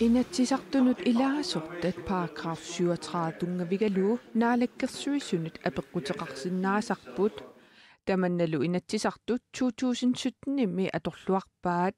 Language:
Kalaallisut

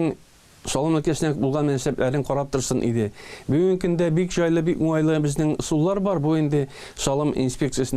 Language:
Tatar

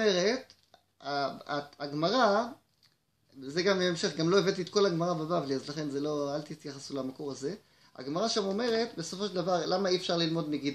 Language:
Hebrew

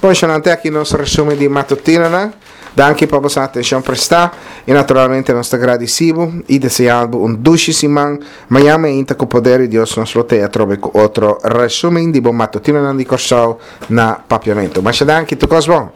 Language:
Papiamento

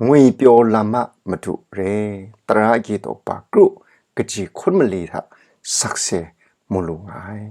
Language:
Kachin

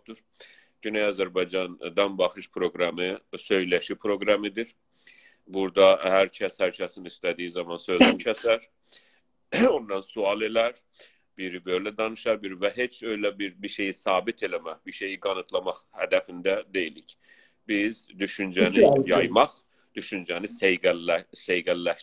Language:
South Azerbaijani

